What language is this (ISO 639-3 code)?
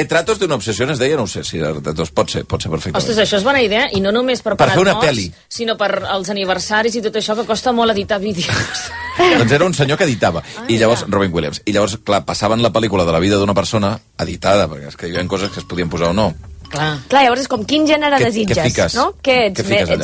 cat